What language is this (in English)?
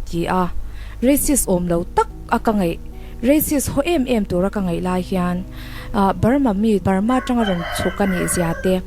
Mizo